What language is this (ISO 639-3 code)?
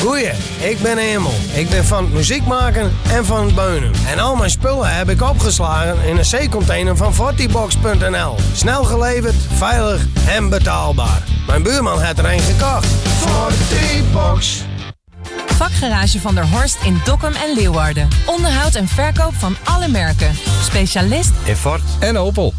fry